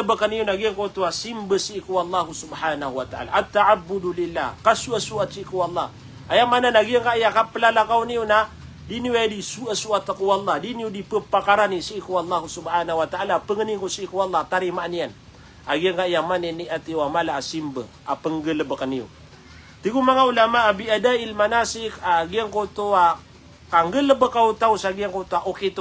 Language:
Maranao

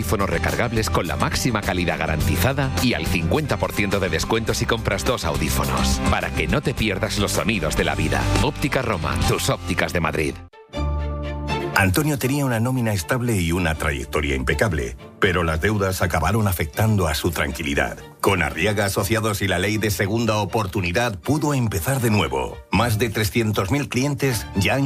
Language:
Spanish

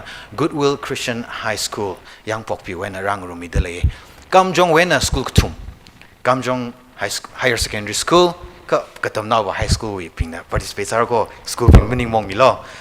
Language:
Tangkhul Naga (India)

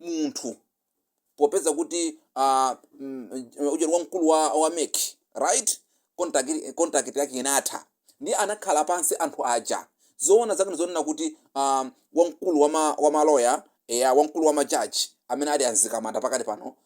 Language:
Nyanja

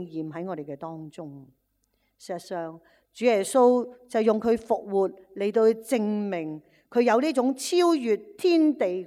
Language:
Cantonese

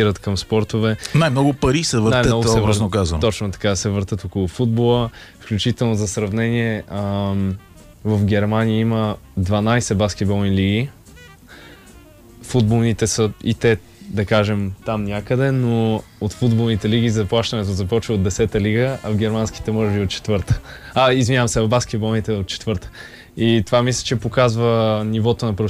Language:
Bulgarian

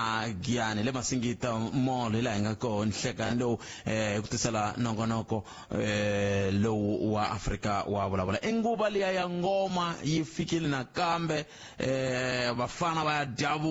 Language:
Tsonga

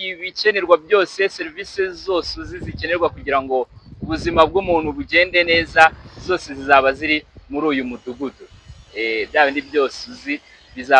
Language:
Kinyarwanda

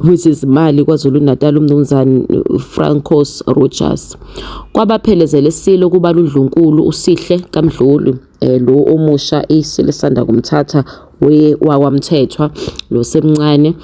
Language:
Zulu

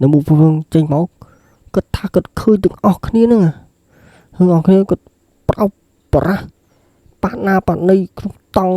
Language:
Khmer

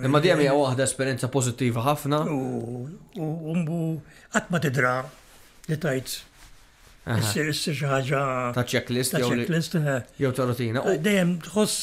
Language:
Maltese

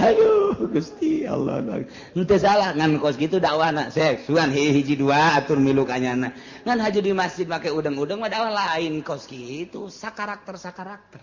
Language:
Sundanese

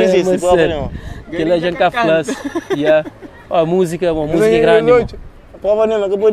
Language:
Kabuverdianu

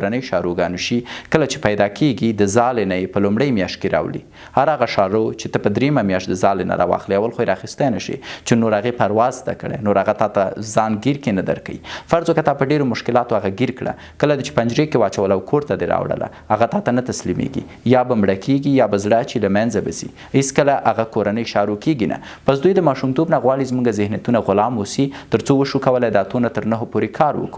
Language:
Pashto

